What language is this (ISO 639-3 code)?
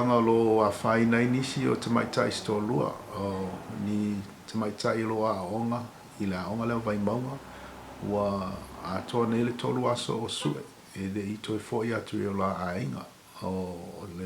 smo